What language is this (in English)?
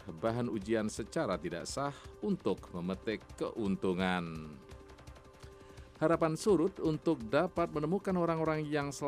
Indonesian